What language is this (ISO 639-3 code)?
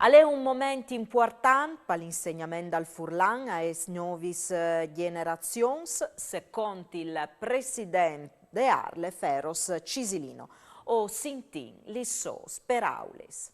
fur